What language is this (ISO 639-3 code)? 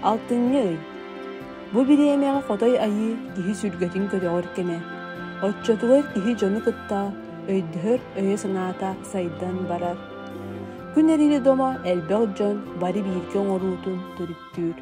sah